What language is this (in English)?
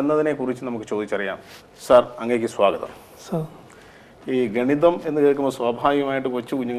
Malayalam